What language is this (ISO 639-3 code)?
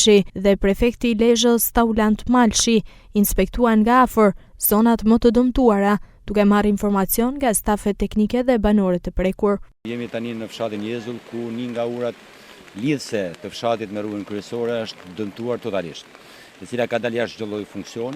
sqi